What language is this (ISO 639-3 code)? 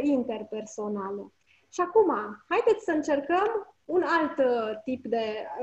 ron